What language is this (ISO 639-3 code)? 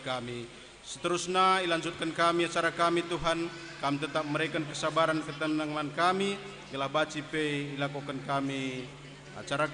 btx